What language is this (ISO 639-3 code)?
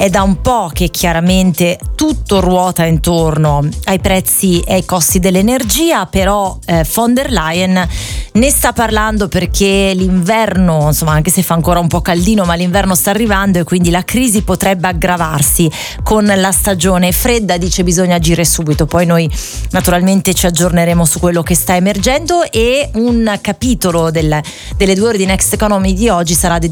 ita